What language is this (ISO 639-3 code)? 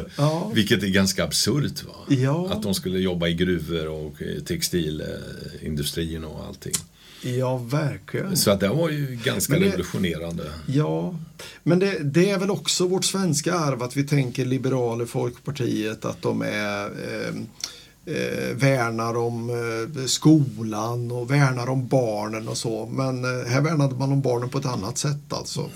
swe